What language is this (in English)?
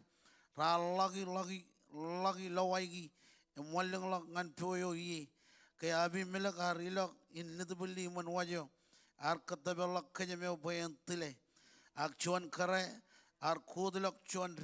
Marshallese